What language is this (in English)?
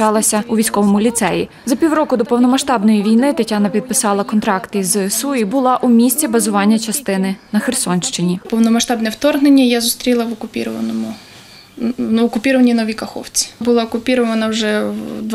Ukrainian